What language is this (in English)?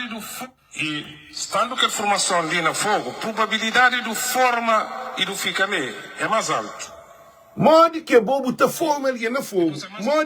Kabuverdianu